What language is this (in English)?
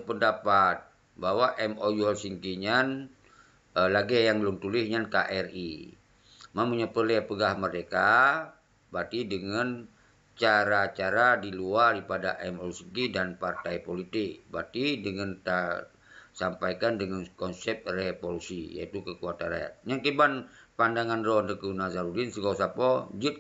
Achinese